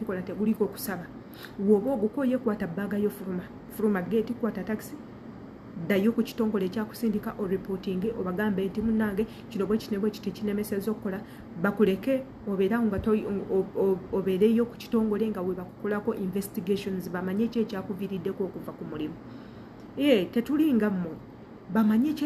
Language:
Ganda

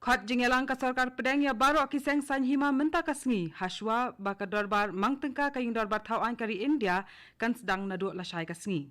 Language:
Khasi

